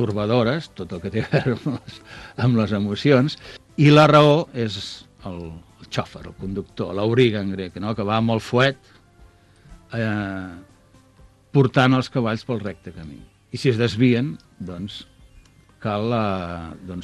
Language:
Catalan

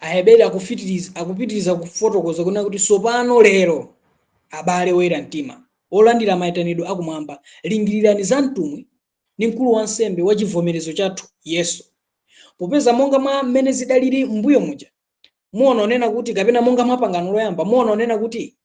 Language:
Nyanja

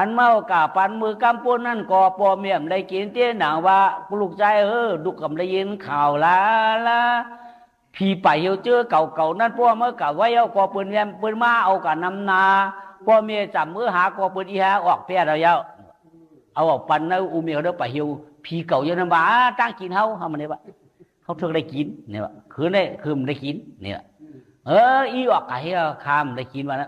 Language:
Shan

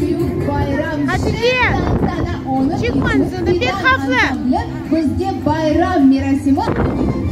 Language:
Crimean Tatar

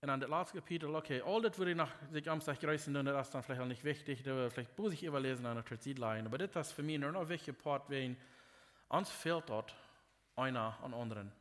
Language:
Plautdietsch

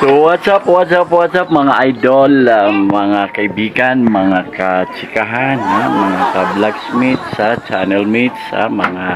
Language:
Maranao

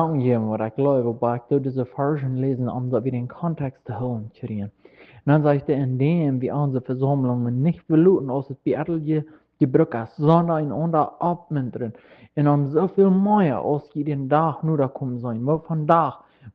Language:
Plautdietsch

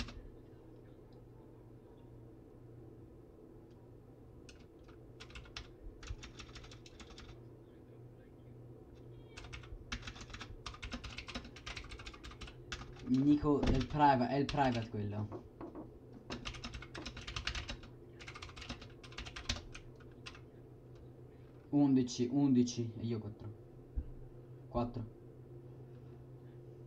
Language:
Italian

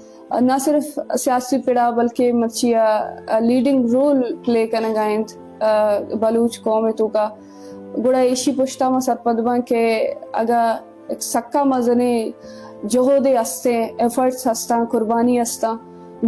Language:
Eastern Balochi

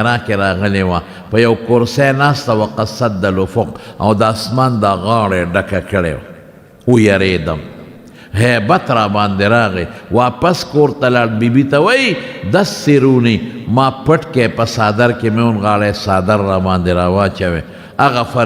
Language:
Pashto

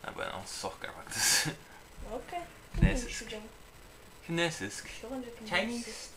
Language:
Faroese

